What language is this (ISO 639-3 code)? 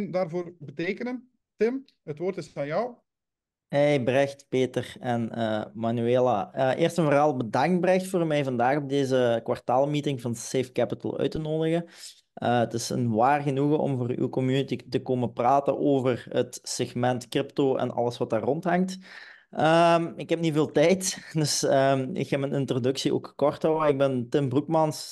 nld